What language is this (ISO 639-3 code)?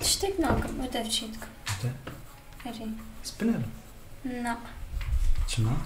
kur